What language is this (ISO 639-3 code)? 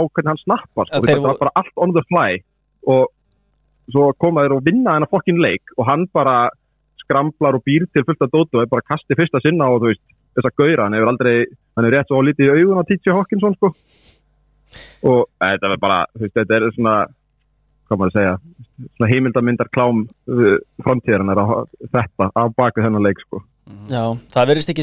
isl